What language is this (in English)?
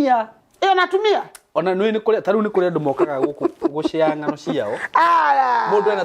Kikuyu